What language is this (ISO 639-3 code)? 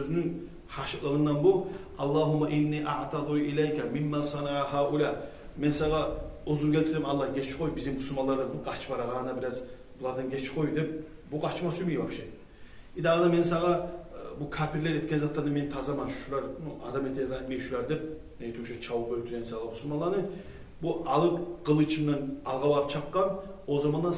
kum